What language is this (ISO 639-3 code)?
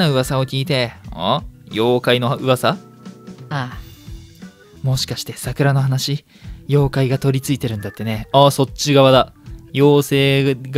jpn